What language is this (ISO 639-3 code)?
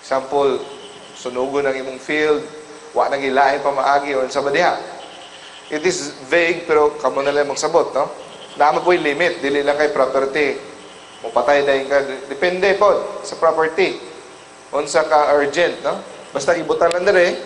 ceb